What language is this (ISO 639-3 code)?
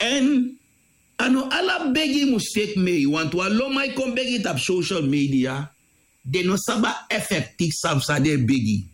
srn